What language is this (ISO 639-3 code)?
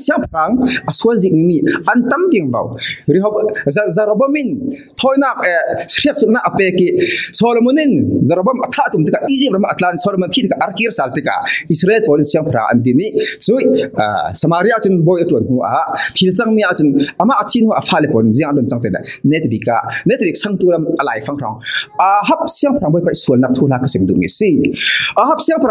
cfm